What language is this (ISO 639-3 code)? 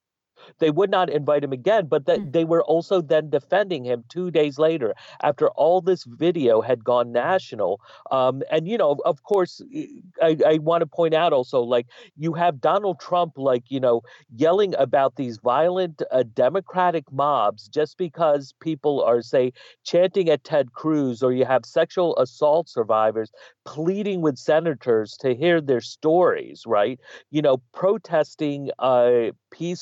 eng